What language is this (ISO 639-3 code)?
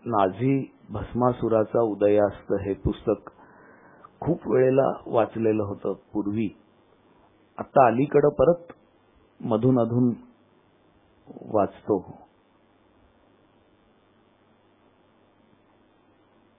mar